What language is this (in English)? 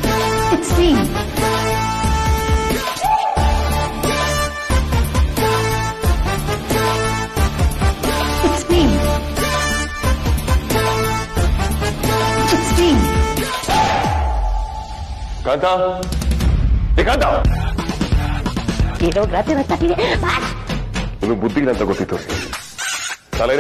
Kannada